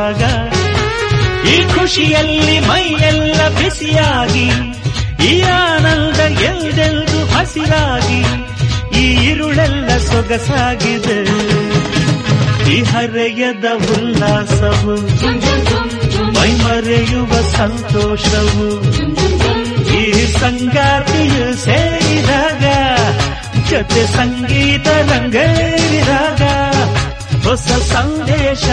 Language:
Kannada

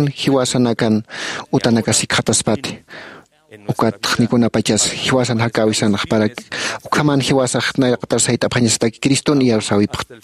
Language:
Aymara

